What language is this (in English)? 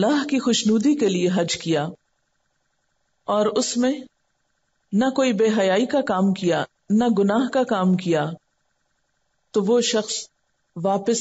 Urdu